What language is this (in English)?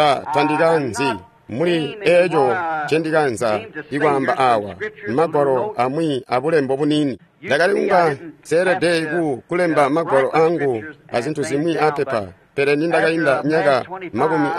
Tonga (Zambia)